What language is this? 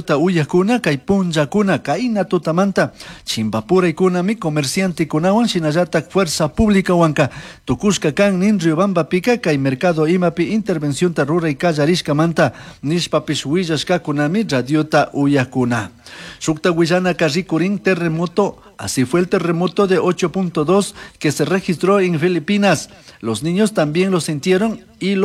Chimborazo Highland Quichua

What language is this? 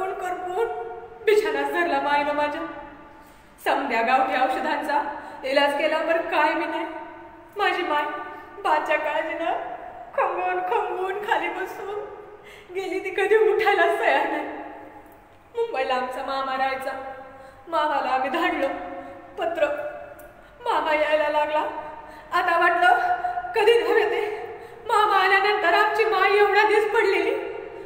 Marathi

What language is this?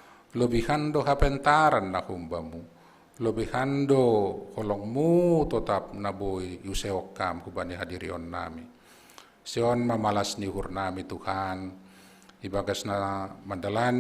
Batak Simalungun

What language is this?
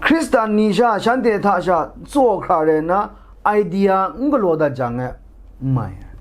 Kachin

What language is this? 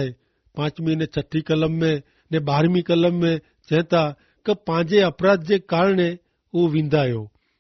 Kachhi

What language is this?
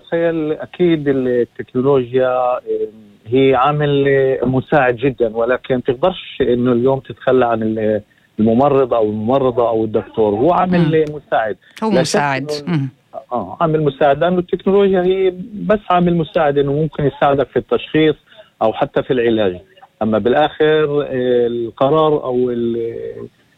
North Levantine Arabic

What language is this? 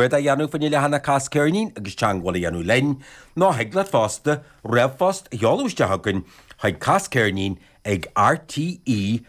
Irish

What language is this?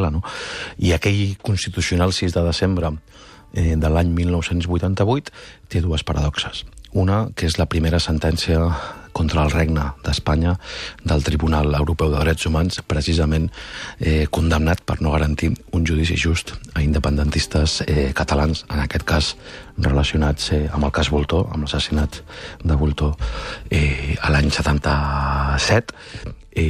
Catalan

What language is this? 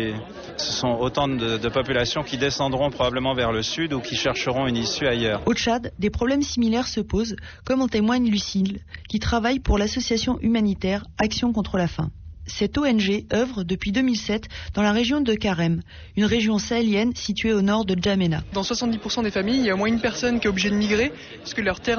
French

